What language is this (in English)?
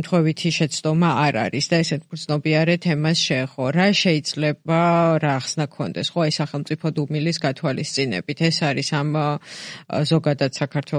Georgian